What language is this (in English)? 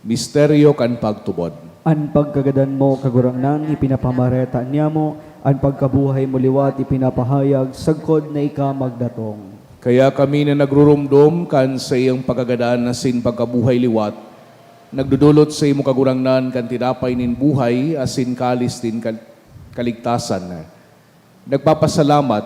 Bikol